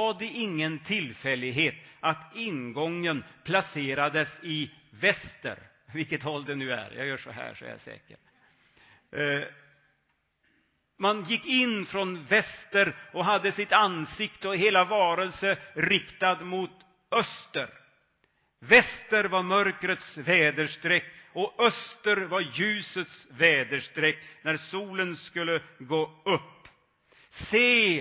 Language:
Swedish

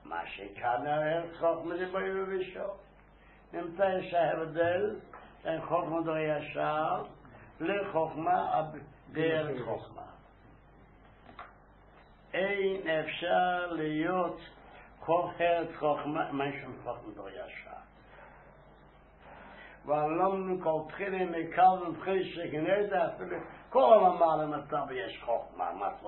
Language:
Hebrew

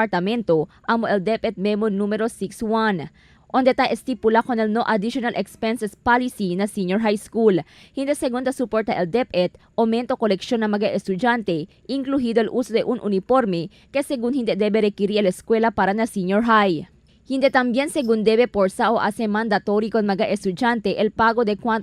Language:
Chavacano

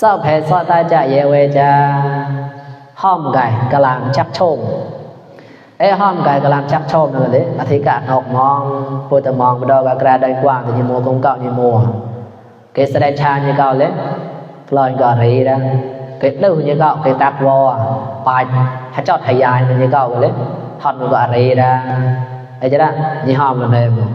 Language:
Mon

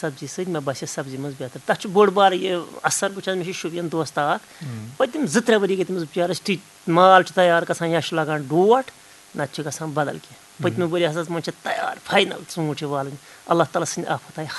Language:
Kashmiri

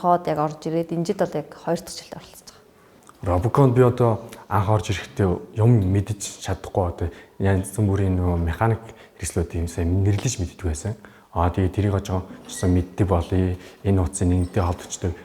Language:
Mongolian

